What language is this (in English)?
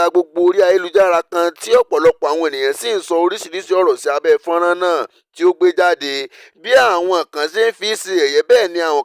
Yoruba